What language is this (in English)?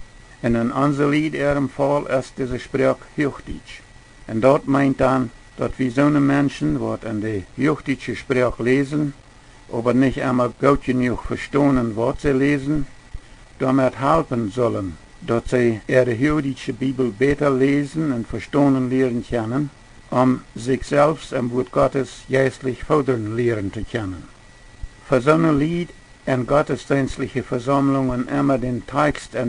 Plautdietsch